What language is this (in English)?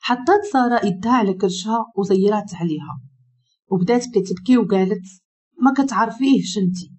Moroccan Arabic